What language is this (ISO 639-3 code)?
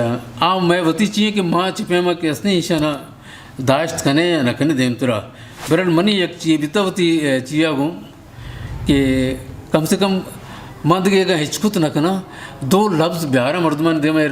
bgp